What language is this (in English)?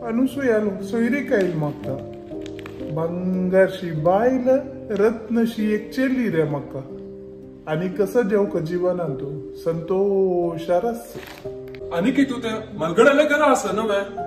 Konkani